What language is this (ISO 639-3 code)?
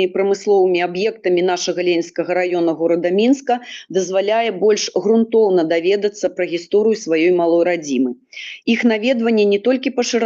bel